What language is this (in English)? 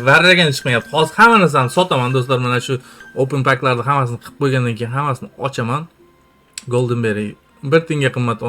Uzbek